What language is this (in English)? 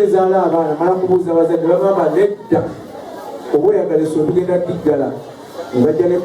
Ganda